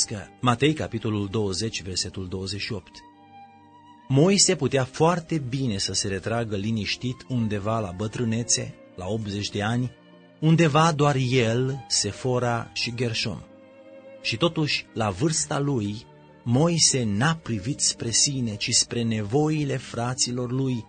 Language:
Romanian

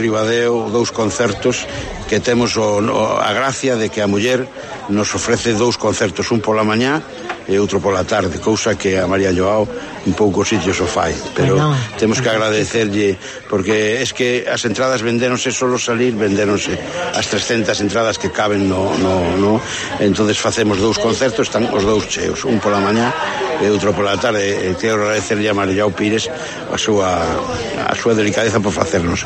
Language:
Galician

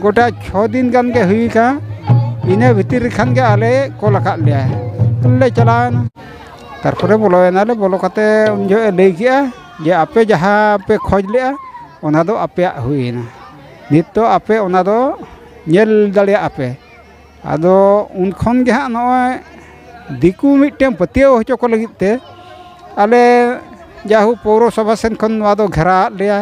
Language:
Santali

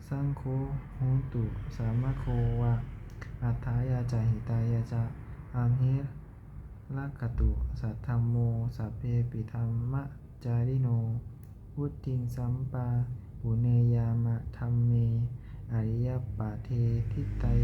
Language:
Pali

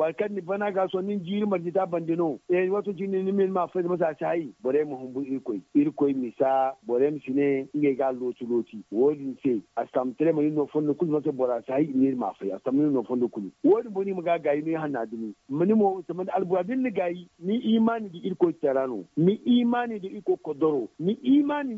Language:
Zarma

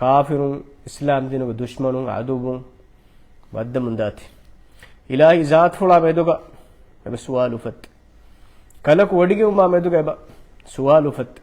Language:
Divehi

